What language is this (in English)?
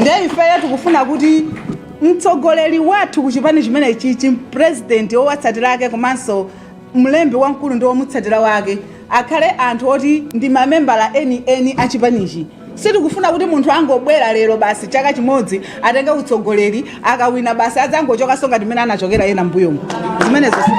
Nyanja